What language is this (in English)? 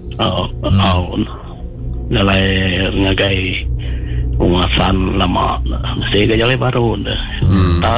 Iban